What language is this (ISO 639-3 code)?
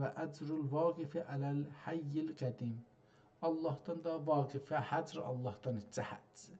azb